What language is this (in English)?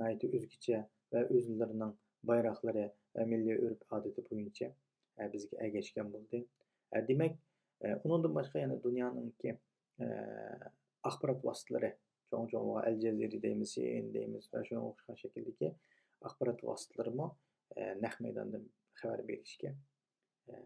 Uyghur